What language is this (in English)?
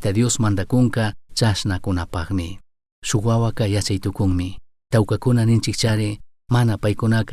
Chimborazo Highland Quichua